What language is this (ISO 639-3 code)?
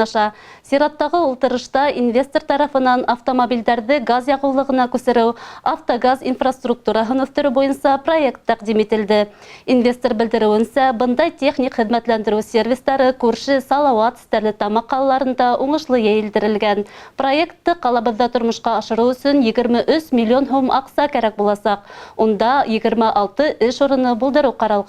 bak